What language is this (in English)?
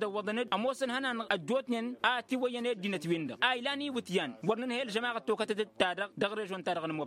Tamasheq